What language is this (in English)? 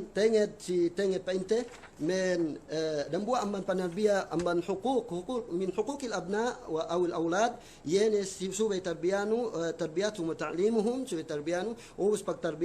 Yakan